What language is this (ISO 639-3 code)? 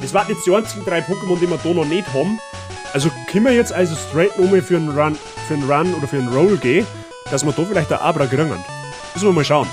bar